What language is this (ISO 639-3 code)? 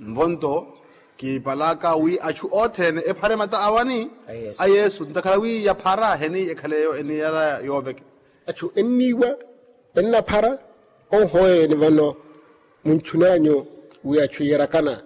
vmw